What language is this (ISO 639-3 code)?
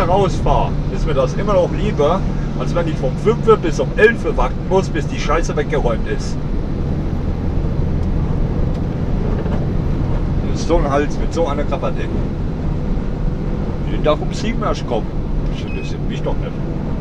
deu